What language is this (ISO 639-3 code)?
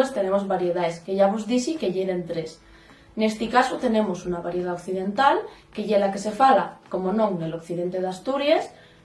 ast